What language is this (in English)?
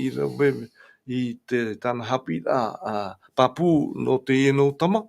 Tahitian